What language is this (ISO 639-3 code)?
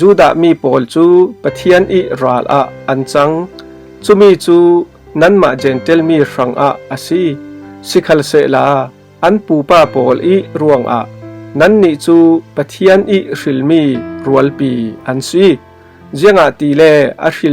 cfm